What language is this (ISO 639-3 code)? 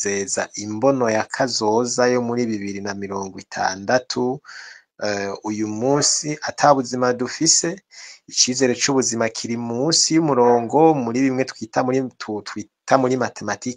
run